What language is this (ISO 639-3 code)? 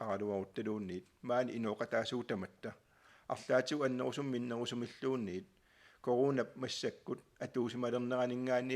kal